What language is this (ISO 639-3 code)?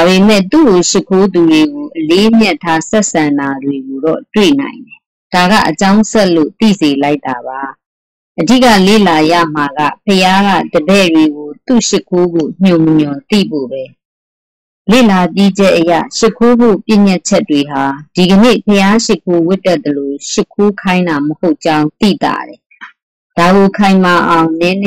mya